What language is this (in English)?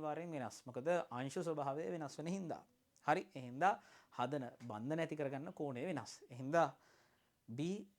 Sinhala